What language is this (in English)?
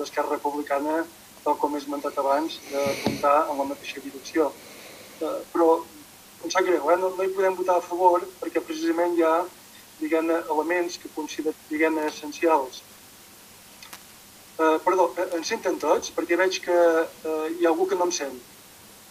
Catalan